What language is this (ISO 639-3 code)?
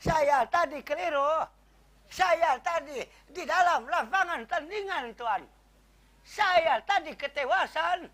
bjn